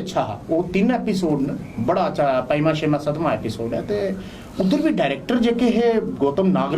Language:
Dogri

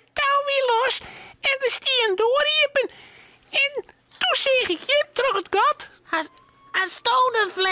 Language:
Western Frisian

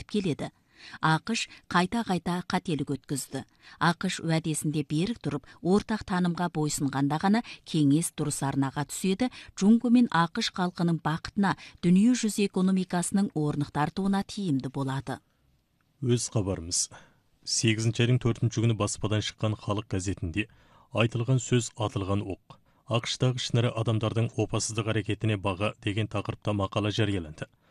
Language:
Kazakh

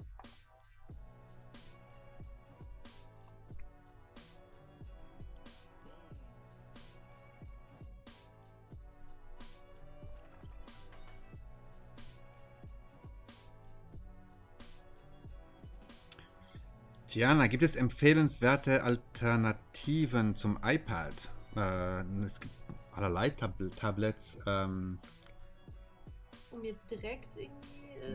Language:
German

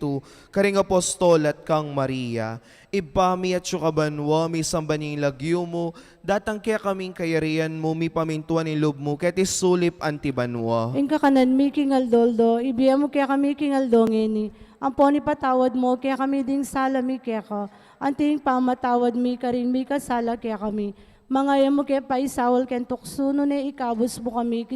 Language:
Pampanga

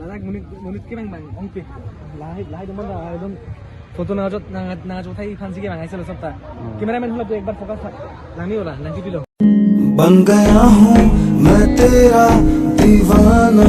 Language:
Karbi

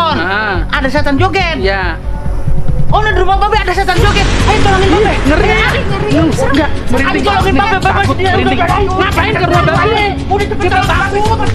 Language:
Betawi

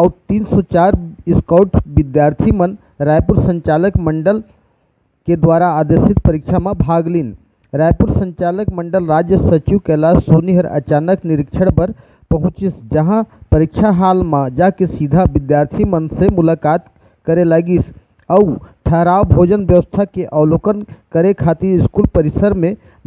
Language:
Chhattisgarhi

